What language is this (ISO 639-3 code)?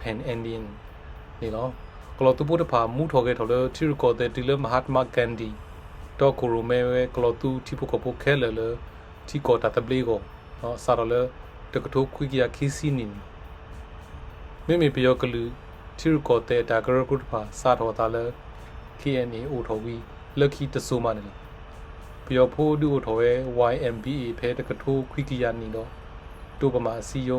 ksw